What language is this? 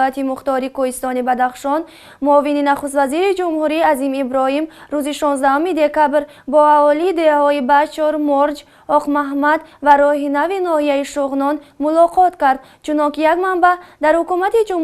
Tajik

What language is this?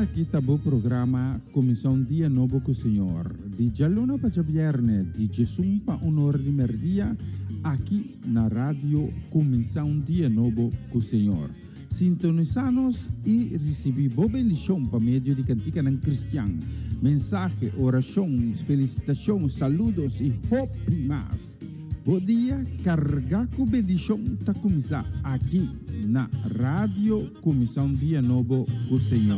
Papiamento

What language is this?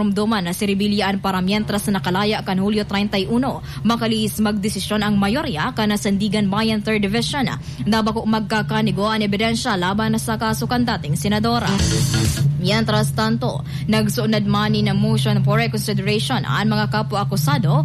Bikol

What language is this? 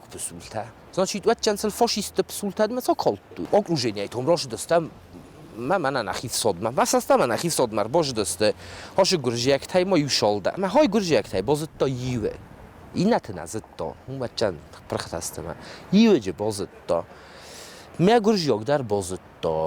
Ossetic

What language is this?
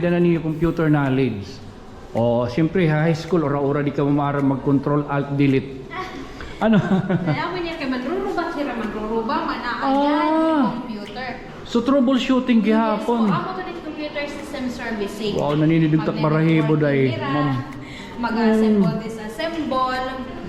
Waray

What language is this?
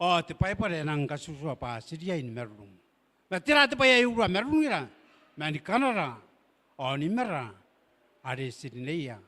Gilbertese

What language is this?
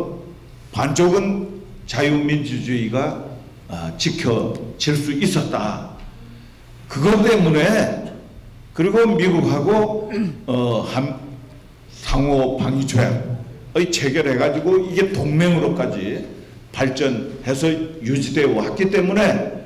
Korean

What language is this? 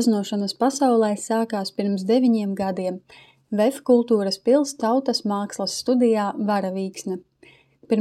Latvian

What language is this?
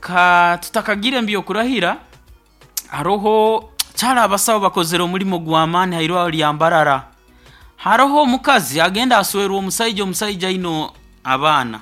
Nyoro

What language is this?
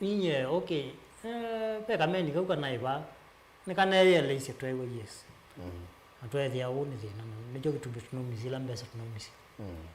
Kamba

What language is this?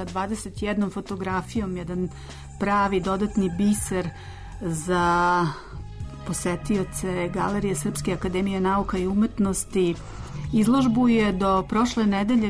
Serbian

